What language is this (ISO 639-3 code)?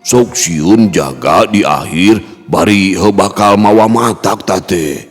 sun